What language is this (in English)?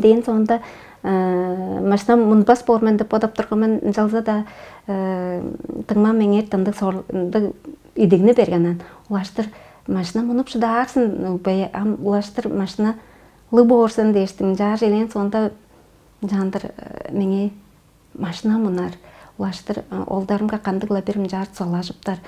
Tuvinian